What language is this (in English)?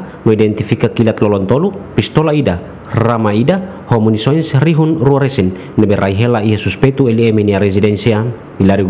Tetum